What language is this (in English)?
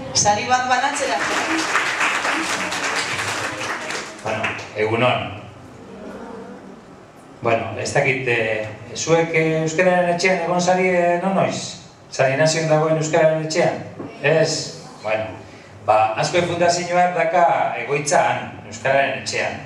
Basque